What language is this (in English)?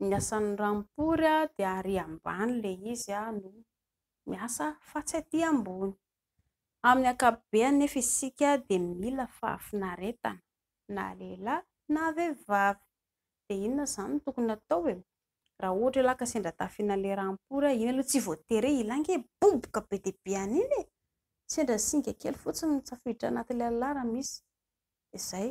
Malagasy